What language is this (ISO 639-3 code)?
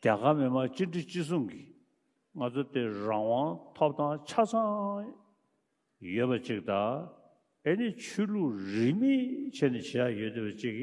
bod